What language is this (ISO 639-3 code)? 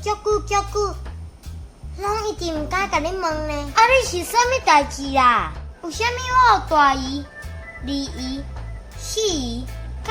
nan